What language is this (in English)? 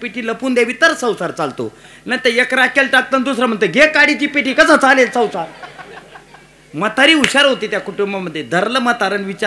Marathi